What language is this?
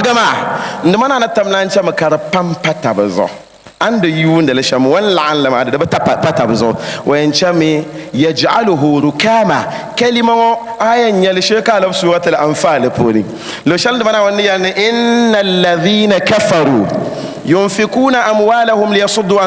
Dagbani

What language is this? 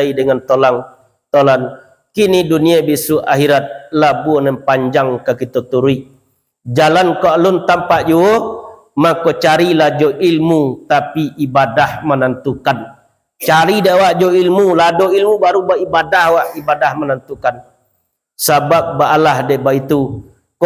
Minangkabau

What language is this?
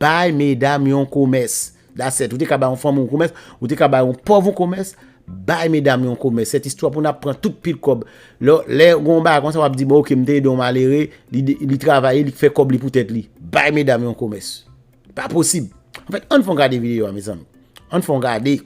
Haitian Creole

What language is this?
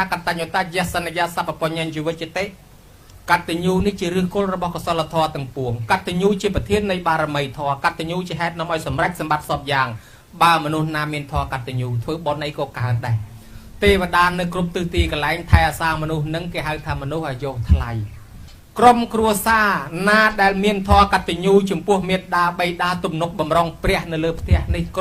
Khmer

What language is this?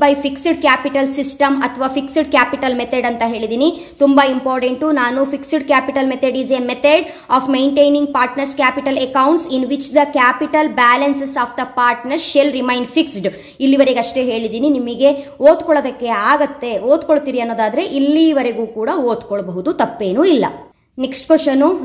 Kannada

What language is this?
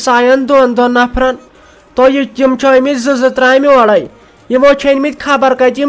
Kashmiri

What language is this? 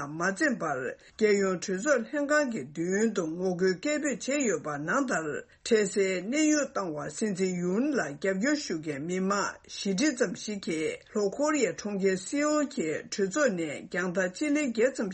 Tibetan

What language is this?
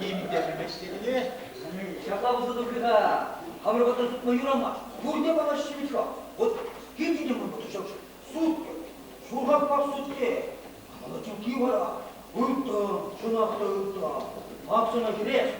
Chuvash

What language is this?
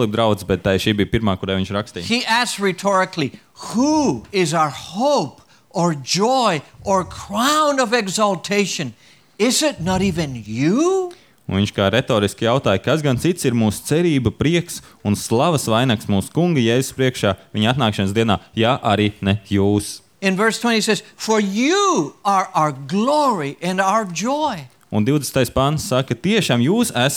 Latvian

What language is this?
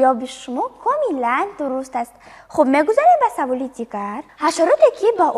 Tajik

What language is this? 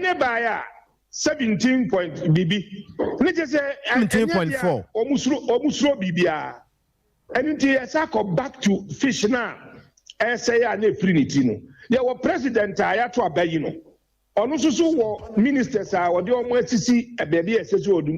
Akan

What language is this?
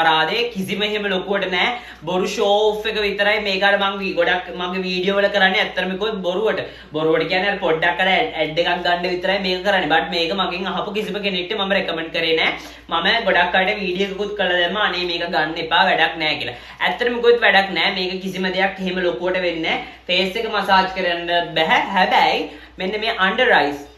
Sinhala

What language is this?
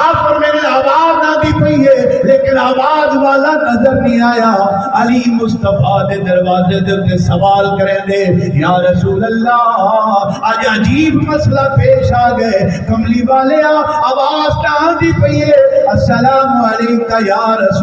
Saraiki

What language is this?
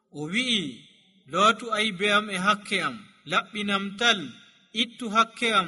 Nigerian Fulfulde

